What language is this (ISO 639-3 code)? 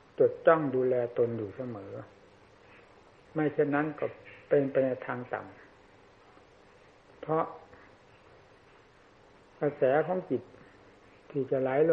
tha